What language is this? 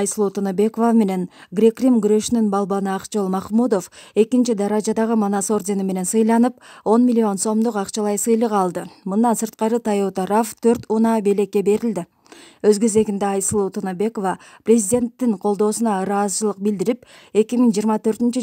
Kyrgyz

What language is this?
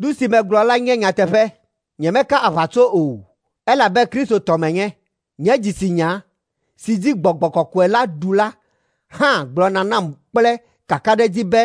Ewe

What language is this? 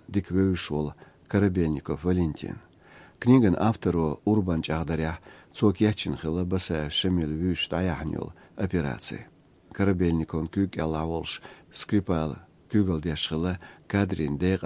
Chechen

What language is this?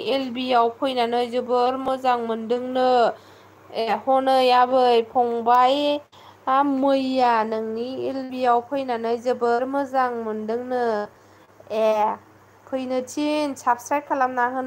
Bodo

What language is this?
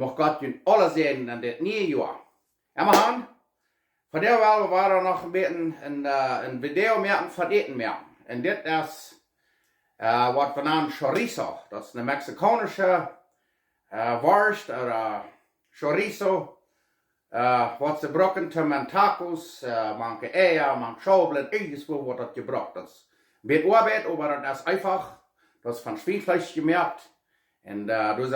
Plautdietsch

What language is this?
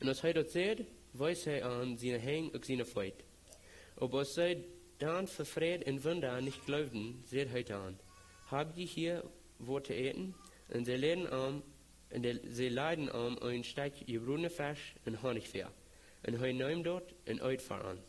Plautdietsch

